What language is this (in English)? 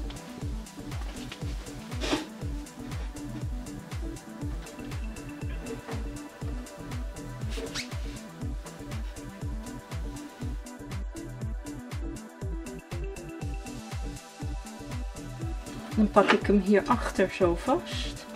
Dutch